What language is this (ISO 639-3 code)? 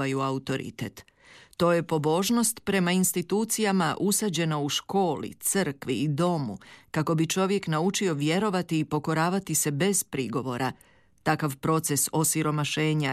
hrv